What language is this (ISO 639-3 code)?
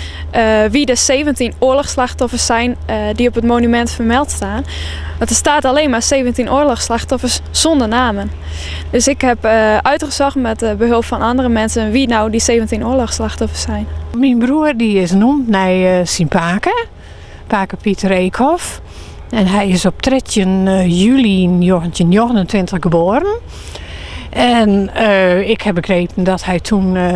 fry